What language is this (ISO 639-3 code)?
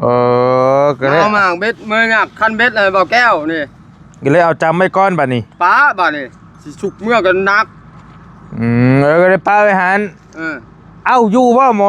tts